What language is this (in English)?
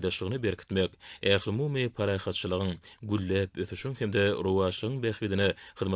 Turkmen